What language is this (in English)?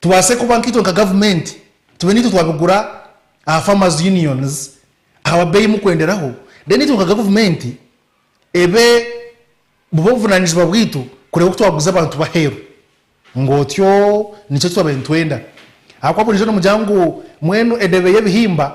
Nyankole